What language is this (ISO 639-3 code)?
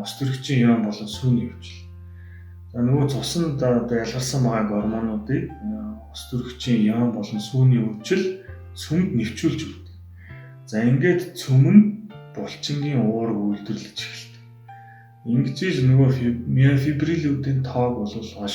mon